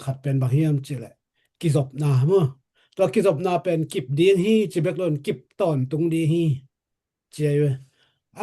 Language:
Tedim Chin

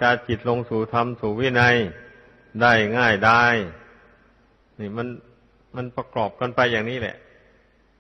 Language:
Thai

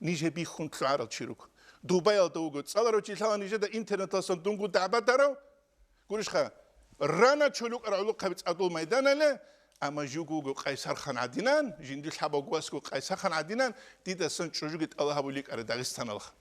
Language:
Avaric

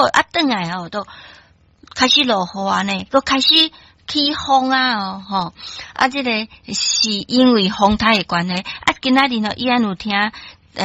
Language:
Min Nan Chinese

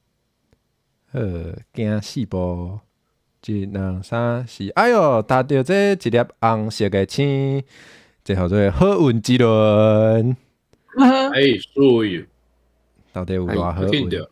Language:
Min Nan Chinese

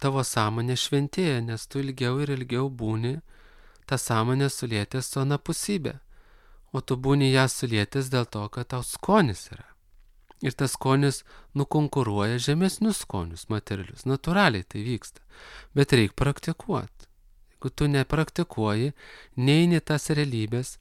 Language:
Lithuanian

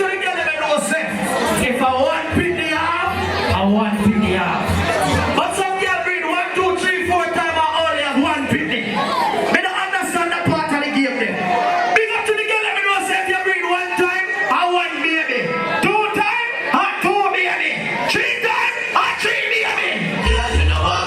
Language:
Jamaican Creole English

